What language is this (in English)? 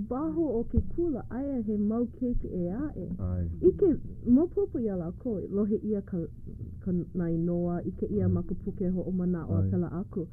Hawaiian